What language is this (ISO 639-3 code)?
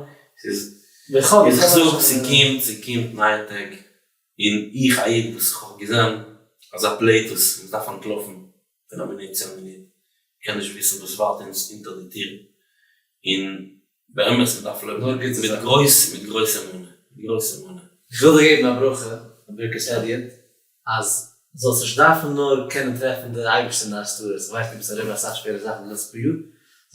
yid